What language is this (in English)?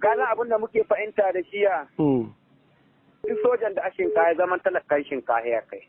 Hausa